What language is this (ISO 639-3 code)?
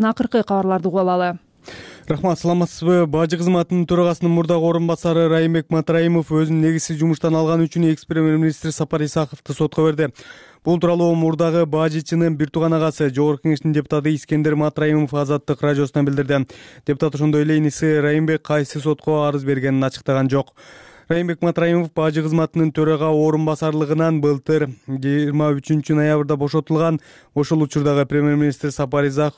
kir